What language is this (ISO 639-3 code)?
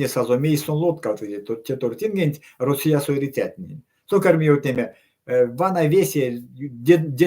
myv